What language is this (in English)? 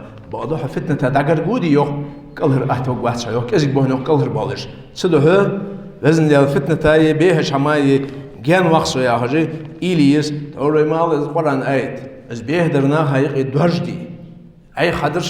Ingush